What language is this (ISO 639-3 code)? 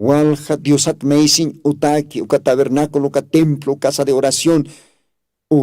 aym